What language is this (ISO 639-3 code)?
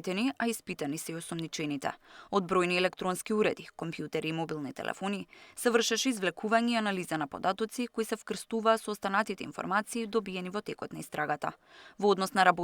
mkd